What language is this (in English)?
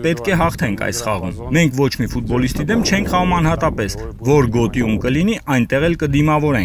Armenian